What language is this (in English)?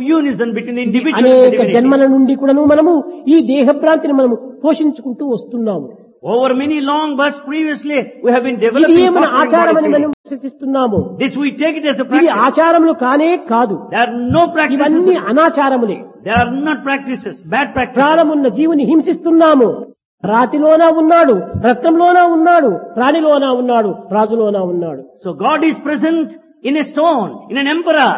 Telugu